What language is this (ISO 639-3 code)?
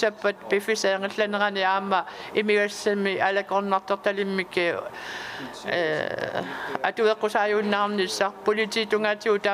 kal